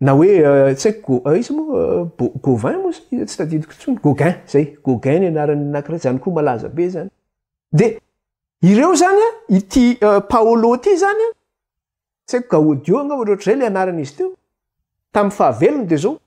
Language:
Malagasy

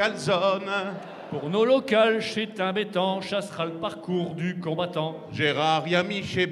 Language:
Picard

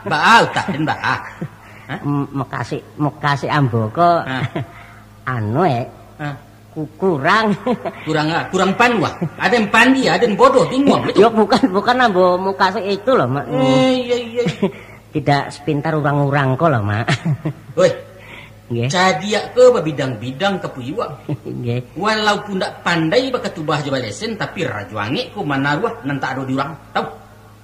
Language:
Minangkabau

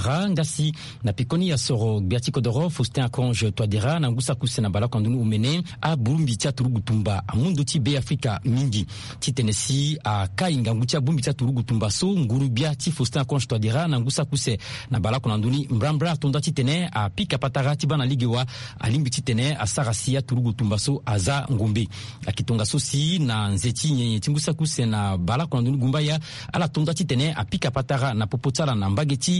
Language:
Sango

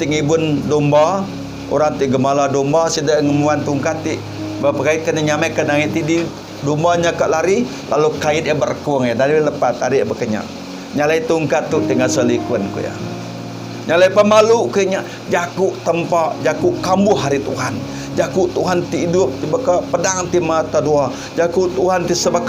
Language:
Iban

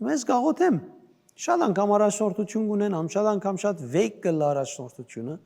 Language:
Western Armenian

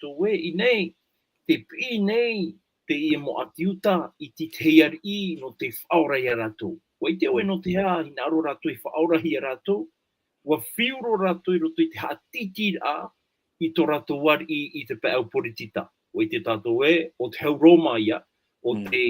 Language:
Tahitian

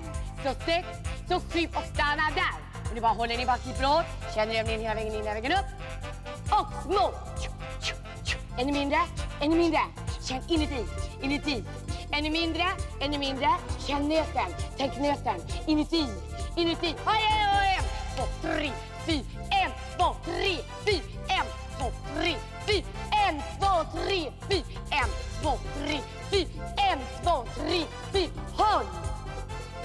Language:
Swedish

